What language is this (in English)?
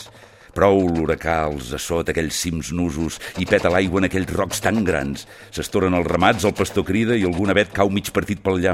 Catalan